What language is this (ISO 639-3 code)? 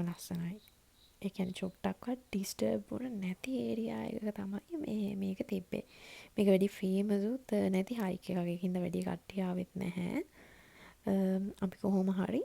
sin